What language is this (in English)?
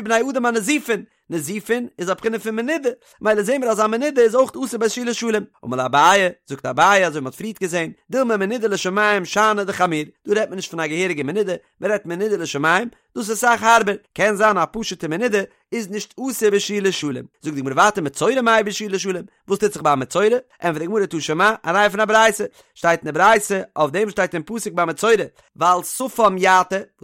Yiddish